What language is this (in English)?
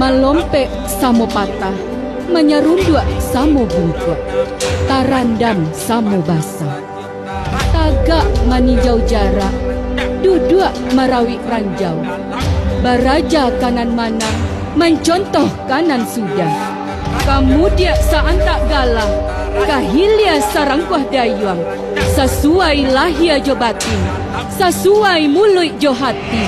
Minangkabau